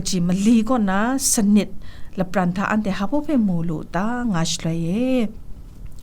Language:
Kachin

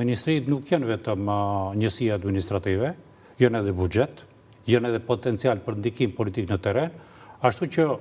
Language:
Albanian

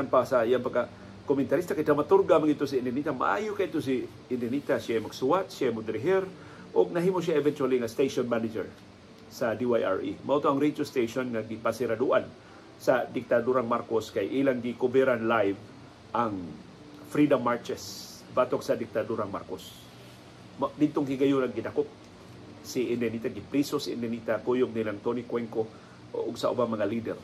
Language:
Cebuano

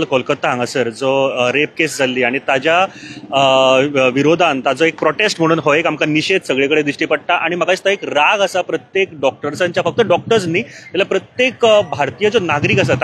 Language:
Konkani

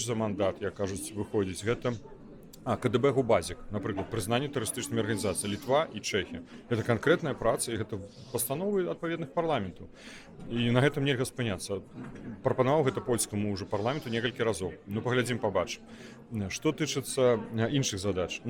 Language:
Belarusian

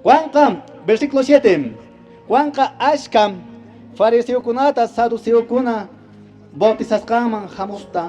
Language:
Quechua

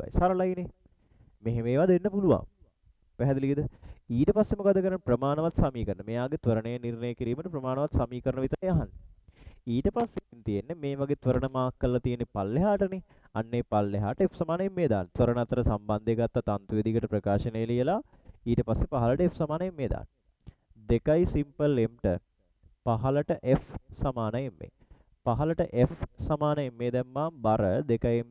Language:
Sinhala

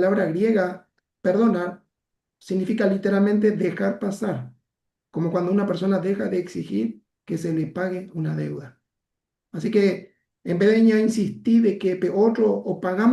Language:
Guarani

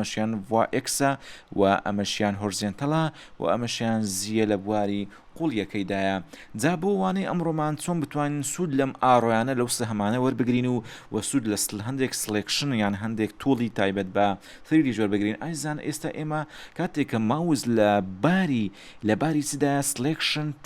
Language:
Central Kurdish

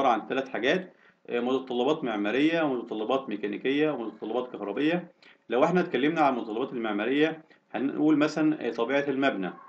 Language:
Egyptian Arabic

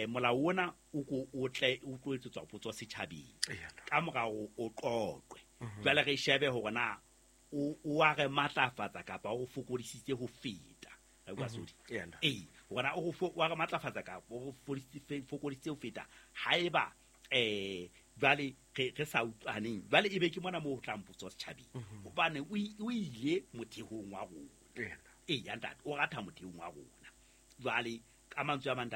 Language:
Southern Sotho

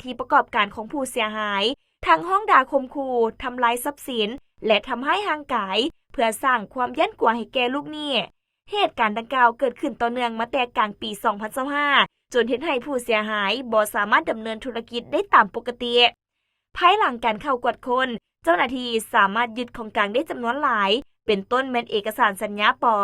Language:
Lao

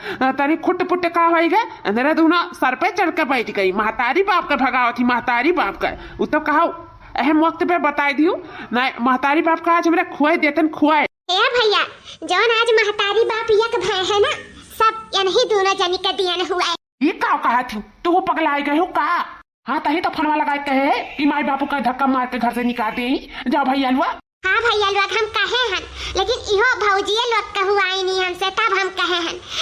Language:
Awadhi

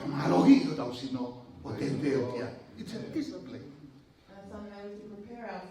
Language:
Tongan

